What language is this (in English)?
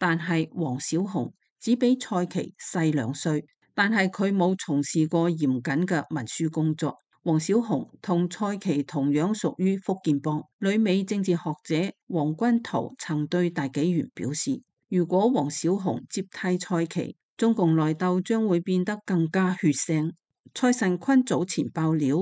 Cantonese